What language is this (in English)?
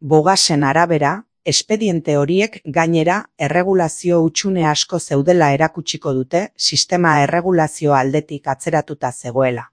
Basque